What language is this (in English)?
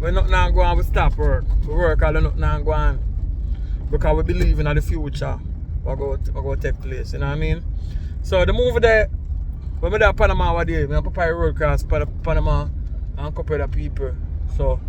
Jamaican Creole English